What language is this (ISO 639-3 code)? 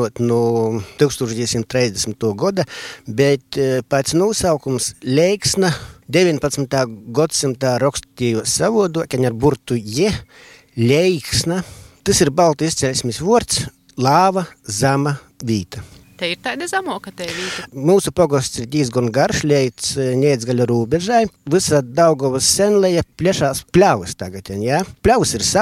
lav